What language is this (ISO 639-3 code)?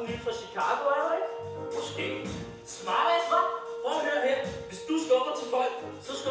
dan